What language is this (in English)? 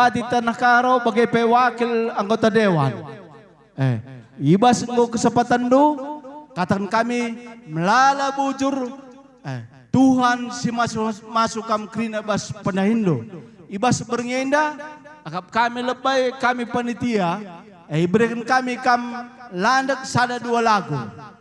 Batak Karo